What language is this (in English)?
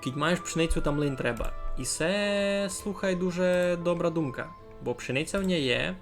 Rusyn